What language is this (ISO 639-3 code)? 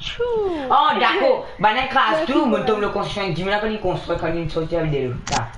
mfe